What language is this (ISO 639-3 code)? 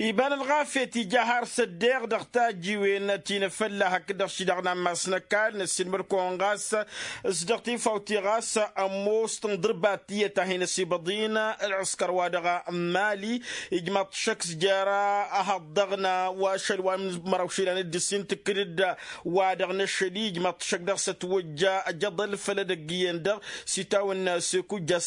taq